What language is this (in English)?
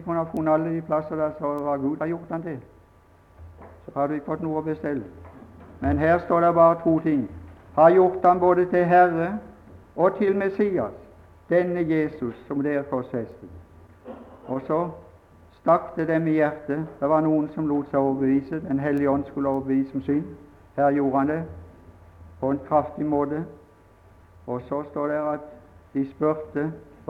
Norwegian